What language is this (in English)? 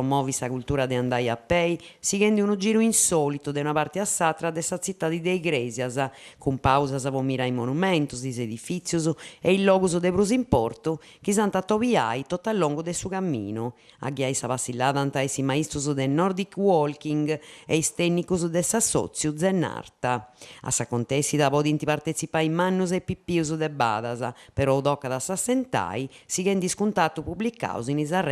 Sardinian